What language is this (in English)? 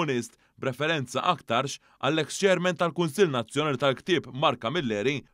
Maltese